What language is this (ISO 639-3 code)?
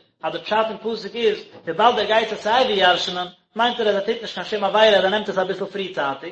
yid